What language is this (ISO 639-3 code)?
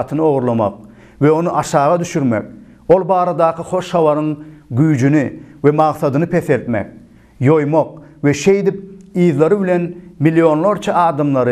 tuk